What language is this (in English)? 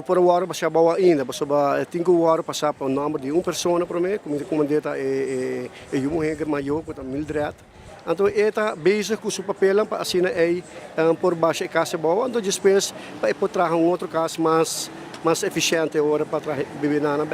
Papiamento